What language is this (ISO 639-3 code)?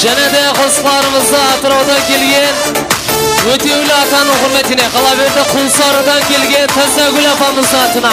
kaa